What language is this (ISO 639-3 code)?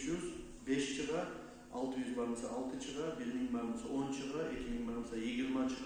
kum